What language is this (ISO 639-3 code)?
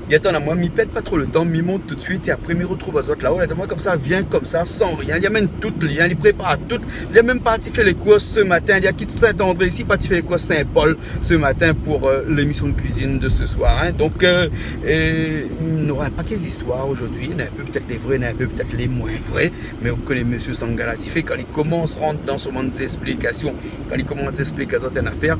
rcf